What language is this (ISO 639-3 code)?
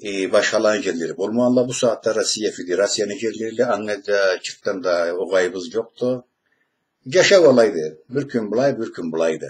krc